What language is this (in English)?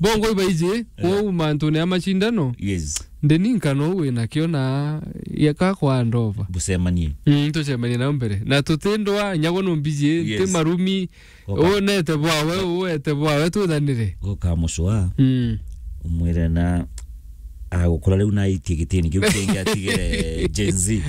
Meru